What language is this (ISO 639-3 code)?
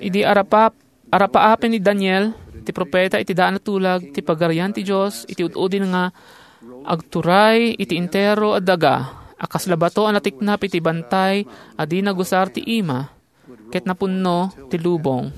ilo